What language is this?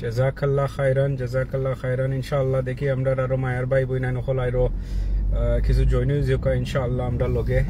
Sylheti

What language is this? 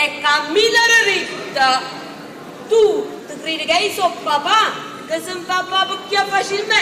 Neapolitan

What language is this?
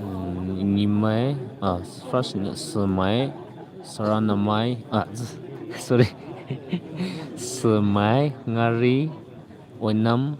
Poumei Naga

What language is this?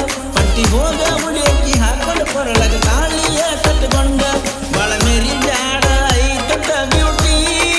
Kannada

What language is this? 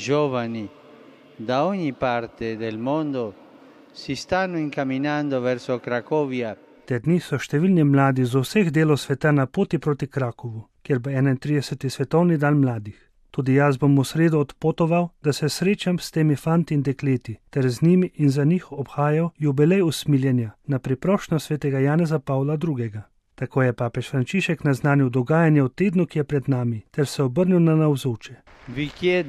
Slovenian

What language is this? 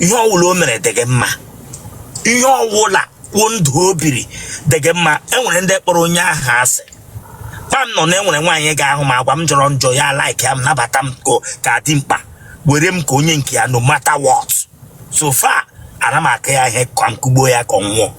Igbo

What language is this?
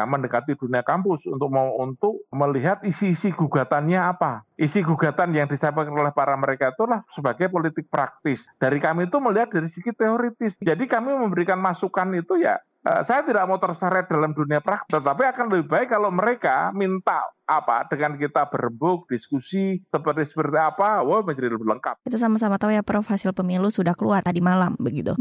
Indonesian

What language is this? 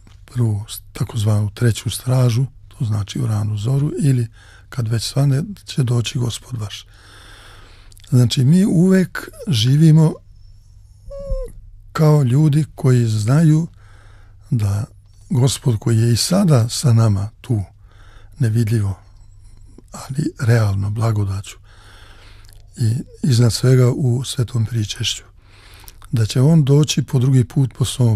Serbian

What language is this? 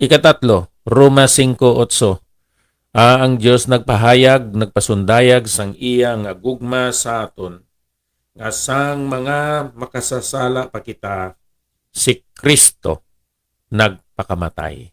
Hiligaynon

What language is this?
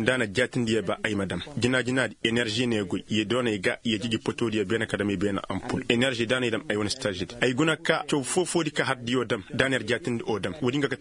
Koyraboro Senni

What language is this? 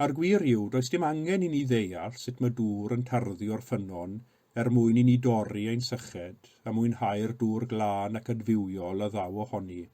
Welsh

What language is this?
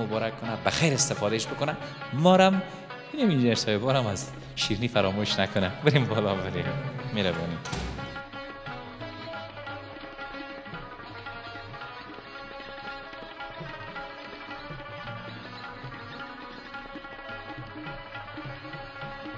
Persian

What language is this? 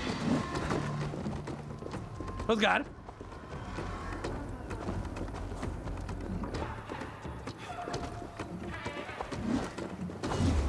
Hungarian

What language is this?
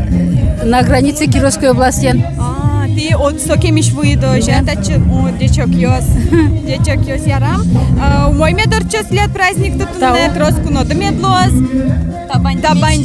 Udmurt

